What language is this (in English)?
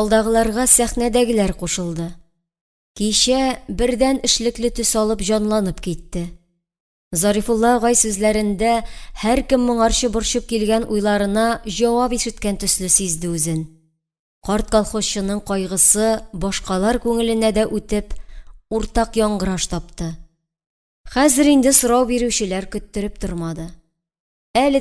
Tatar